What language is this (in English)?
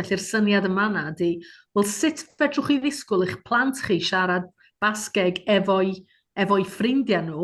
Welsh